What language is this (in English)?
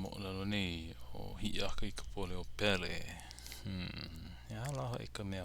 Hawaiian